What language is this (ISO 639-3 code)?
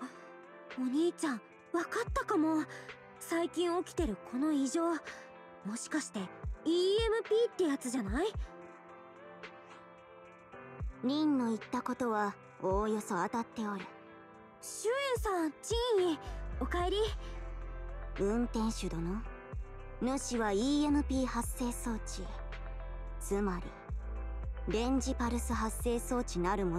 jpn